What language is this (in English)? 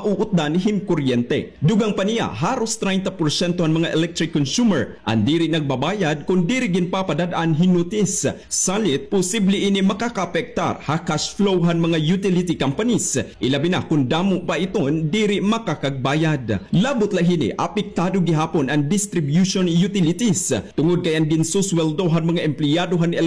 Waray